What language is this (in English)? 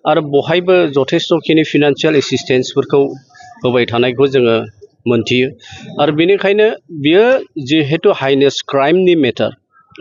Bodo